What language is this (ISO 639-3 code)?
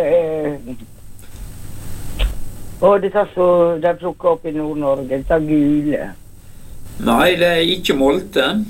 nor